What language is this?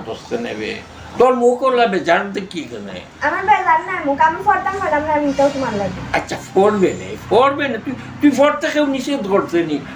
Sylheti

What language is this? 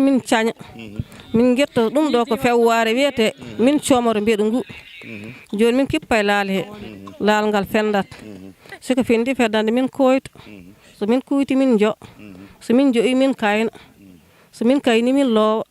Fula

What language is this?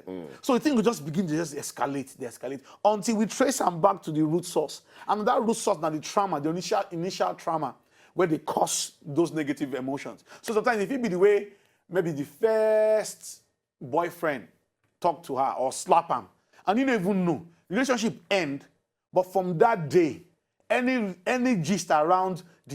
Nigerian Pidgin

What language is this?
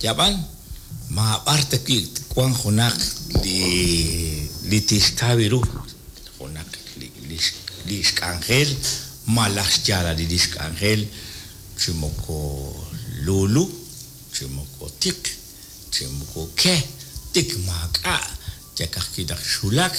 Kekchí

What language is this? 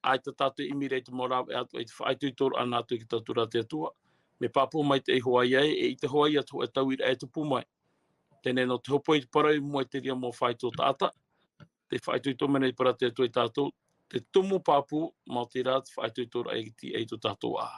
Tahitian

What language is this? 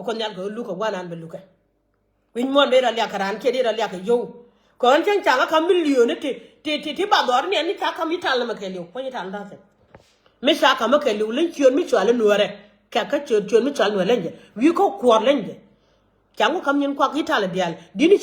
Nuer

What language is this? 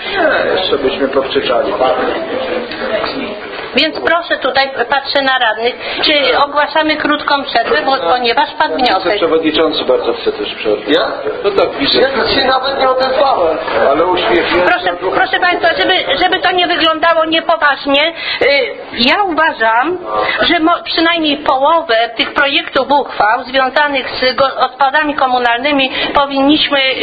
Polish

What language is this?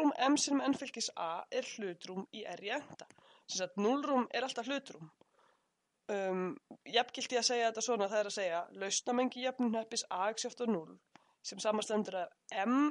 Icelandic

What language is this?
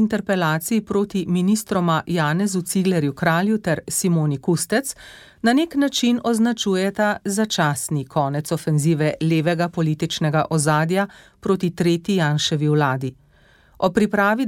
Slovenian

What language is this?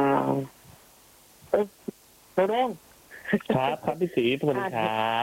Thai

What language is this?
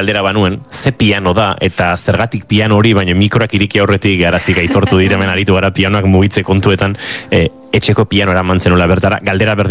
Basque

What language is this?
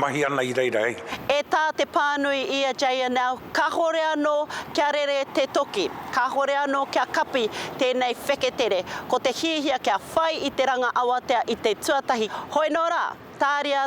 Māori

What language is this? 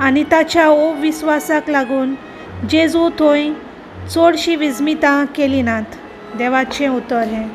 Konkani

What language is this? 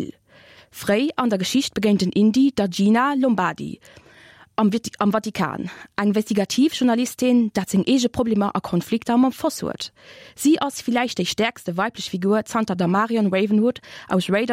Luxembourgish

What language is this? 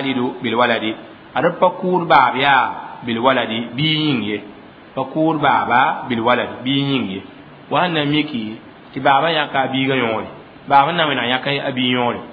Mossi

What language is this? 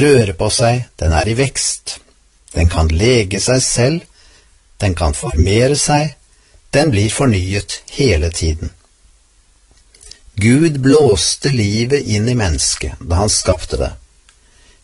Norwegian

